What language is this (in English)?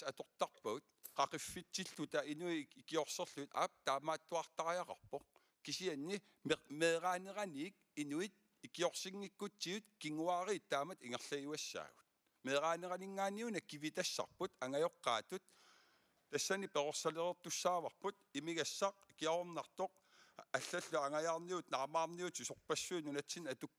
Kalaallisut